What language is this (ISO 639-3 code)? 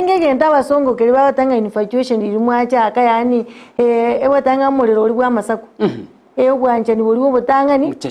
guz